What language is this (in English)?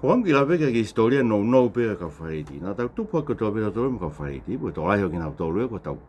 Tongan